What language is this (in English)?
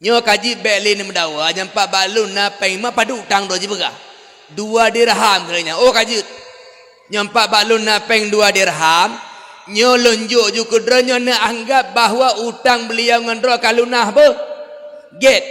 Achinese